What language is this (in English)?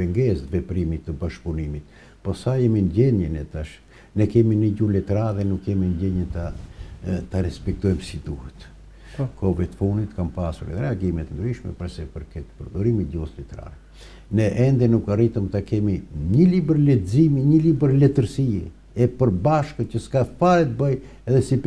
Albanian